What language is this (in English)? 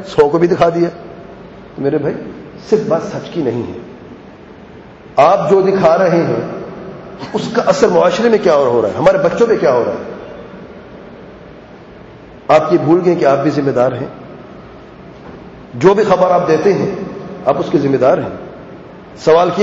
Urdu